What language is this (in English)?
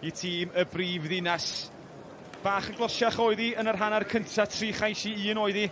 Welsh